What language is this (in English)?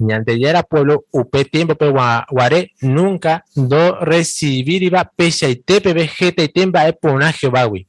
Guarani